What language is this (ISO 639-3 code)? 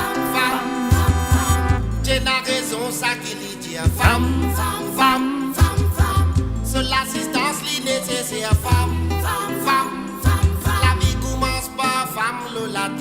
mfe